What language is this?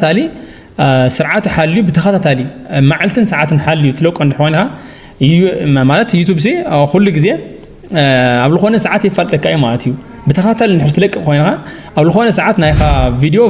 Tigrinya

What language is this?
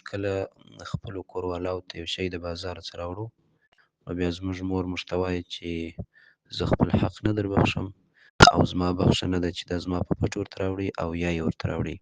Pashto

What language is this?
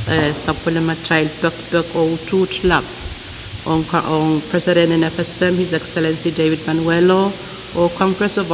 Pohnpeian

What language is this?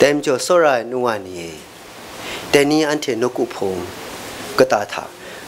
Kachin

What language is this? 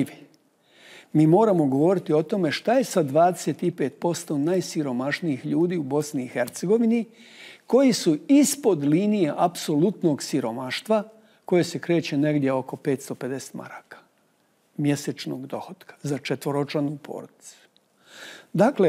Bosnian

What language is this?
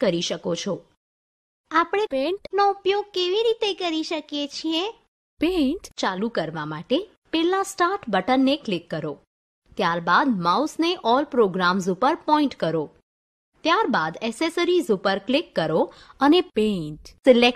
Gujarati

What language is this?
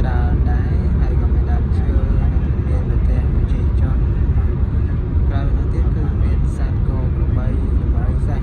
Khmer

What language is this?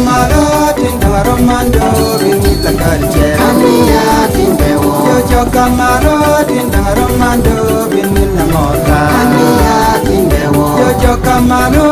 Lango (Uganda)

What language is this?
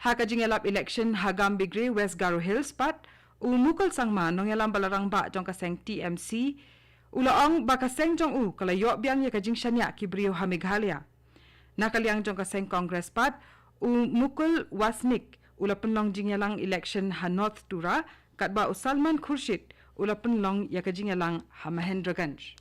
Khasi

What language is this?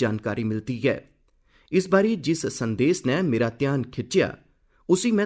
Dogri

